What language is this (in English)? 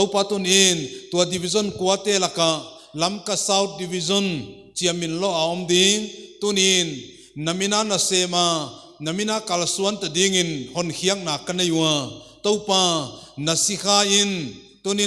Paite Chin